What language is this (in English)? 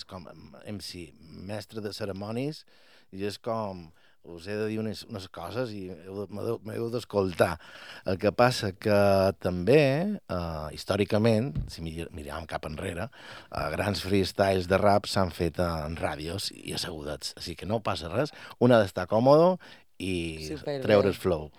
Catalan